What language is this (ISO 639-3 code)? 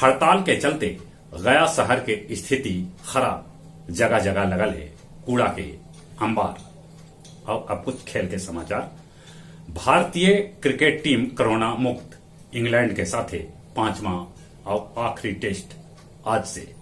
mag